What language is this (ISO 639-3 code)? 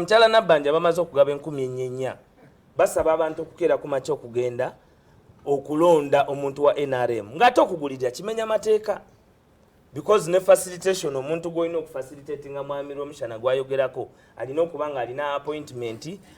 lug